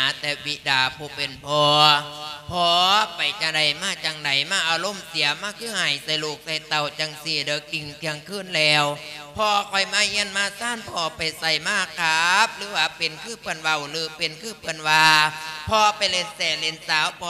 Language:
Lao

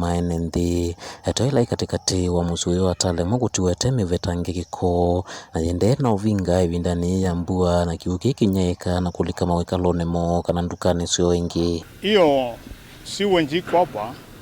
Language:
Kamba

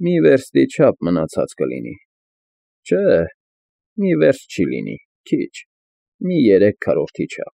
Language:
Armenian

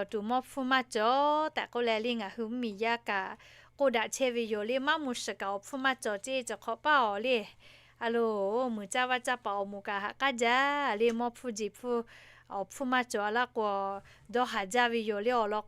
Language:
Lahu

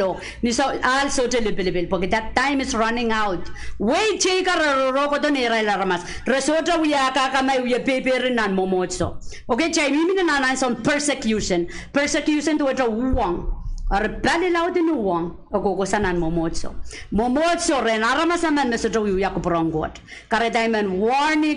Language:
Pohnpeian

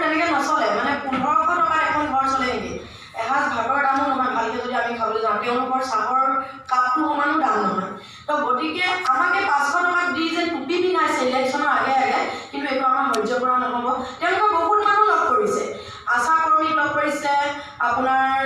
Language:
Assamese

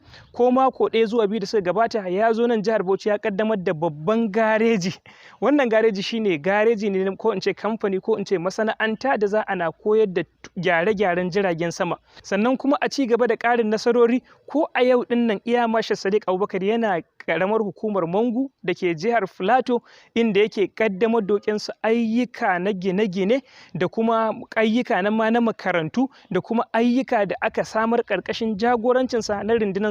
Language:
Hausa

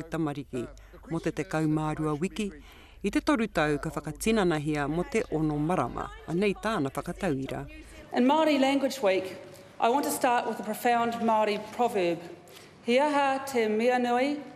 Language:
Māori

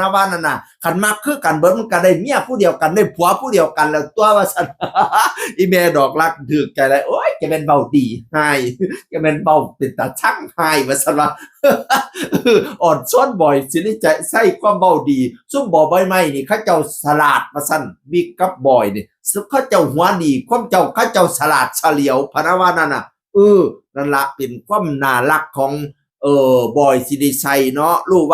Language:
Northeastern Thai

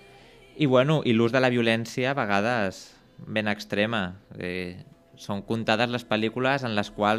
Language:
Catalan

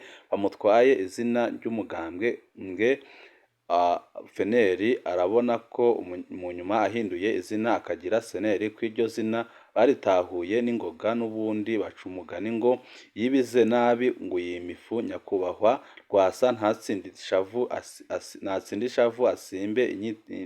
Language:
Rundi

